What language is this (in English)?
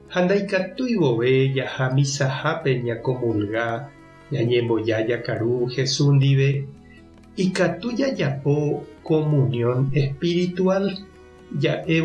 Guarani